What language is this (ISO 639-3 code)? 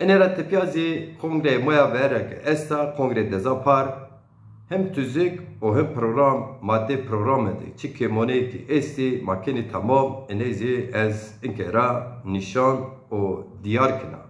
zza